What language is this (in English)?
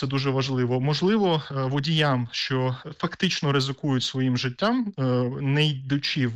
Ukrainian